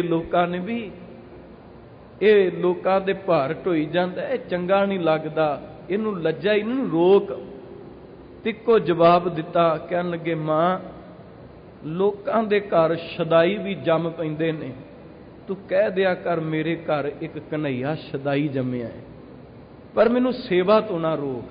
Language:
Punjabi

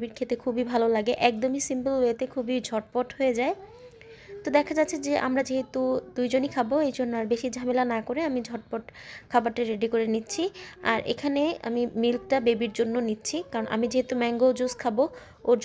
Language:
Bangla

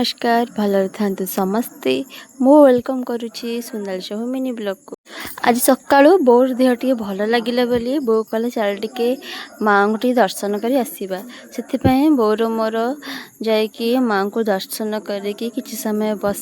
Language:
Odia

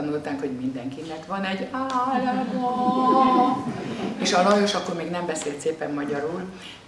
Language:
Hungarian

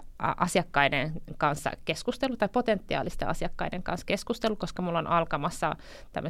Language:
Finnish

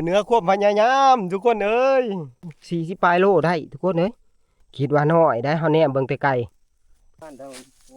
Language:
Northeastern Thai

